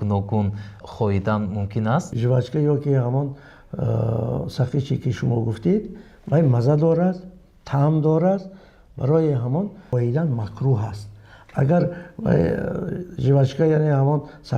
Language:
Tajik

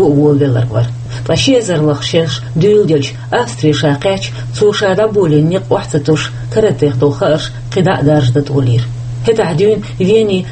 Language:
Chechen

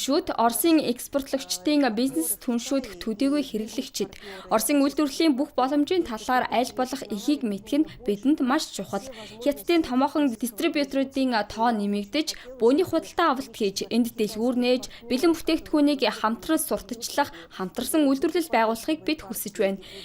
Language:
Mongolian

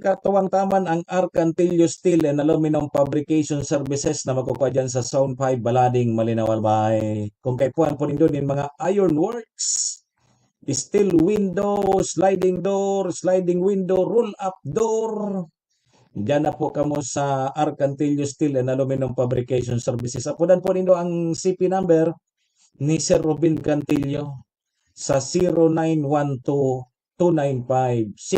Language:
Bikol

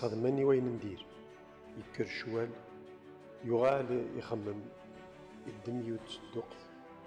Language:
Kabyle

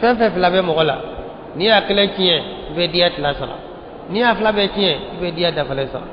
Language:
Bambara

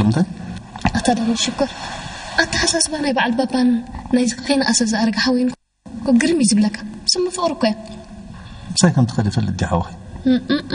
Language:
Tigrinya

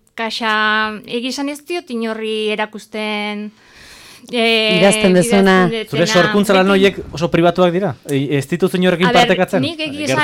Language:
Basque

